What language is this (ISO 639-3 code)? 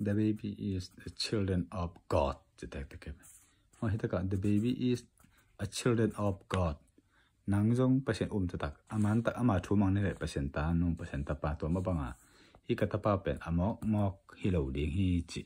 ctd